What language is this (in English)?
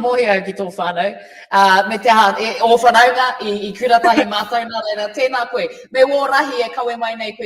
Māori